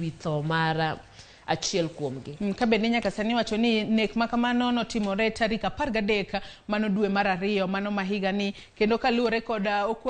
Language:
Luo (Kenya and Tanzania)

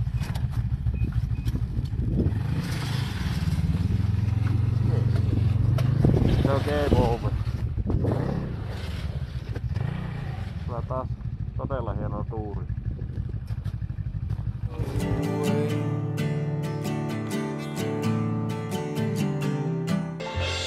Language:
Finnish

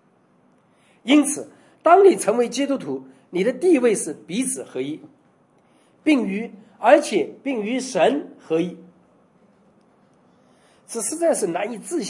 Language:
Chinese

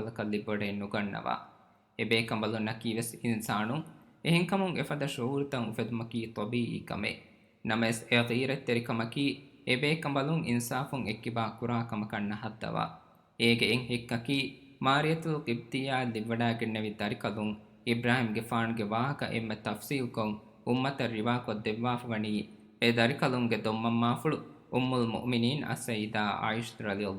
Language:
Divehi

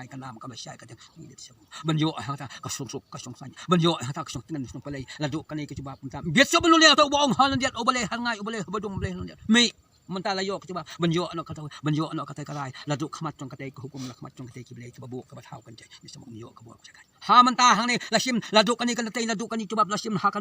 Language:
Khasi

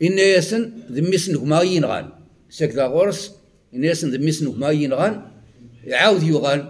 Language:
Kabyle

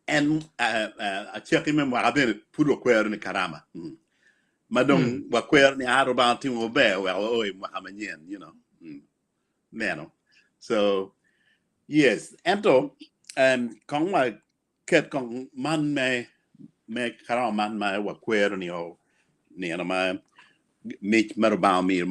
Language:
Acoli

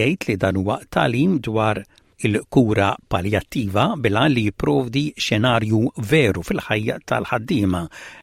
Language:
Maltese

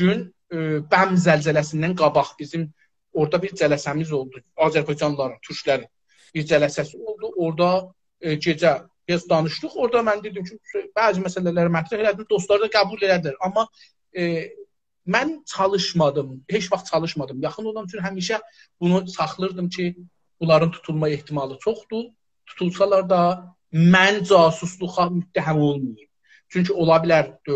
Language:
South Azerbaijani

